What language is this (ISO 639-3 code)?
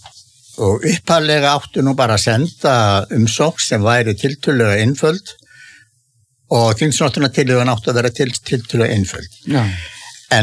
isl